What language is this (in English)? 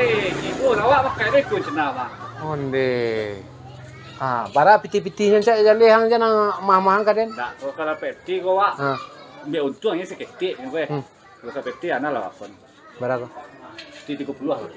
Minangkabau